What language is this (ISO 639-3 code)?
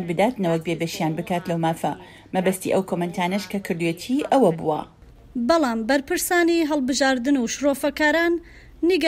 ckb